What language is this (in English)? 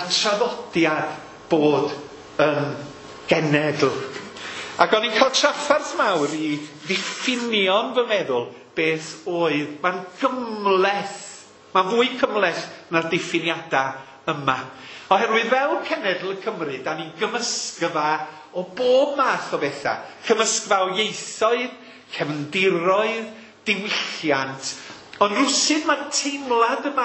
Welsh